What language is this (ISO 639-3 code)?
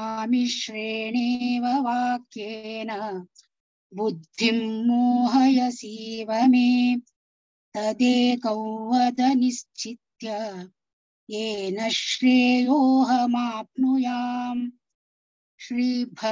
san